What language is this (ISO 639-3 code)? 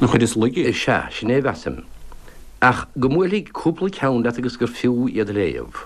gle